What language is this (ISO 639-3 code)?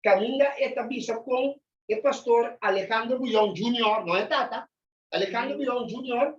pap